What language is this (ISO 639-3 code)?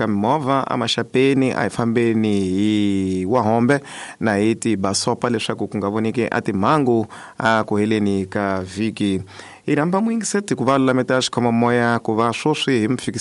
tso